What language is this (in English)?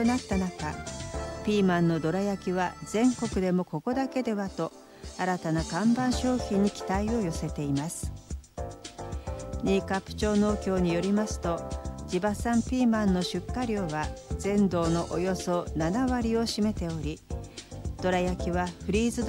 Japanese